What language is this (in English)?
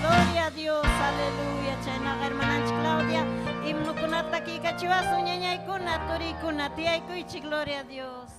Ayacucho Quechua